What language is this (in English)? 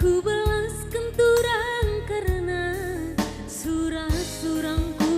Batak Karo